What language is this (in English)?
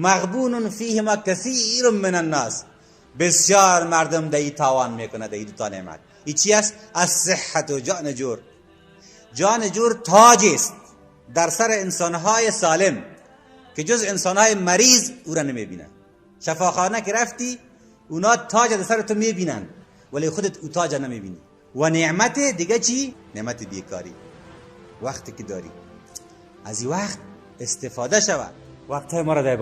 Persian